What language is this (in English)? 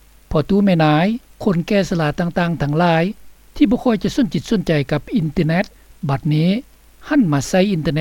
Lao